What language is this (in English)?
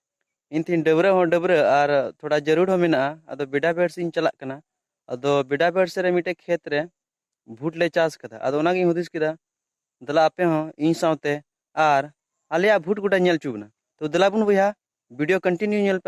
Santali